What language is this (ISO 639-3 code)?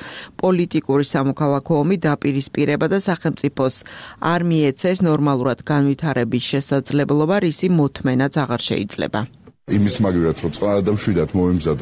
kat